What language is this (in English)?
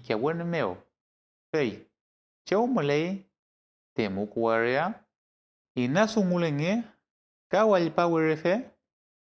Mapuche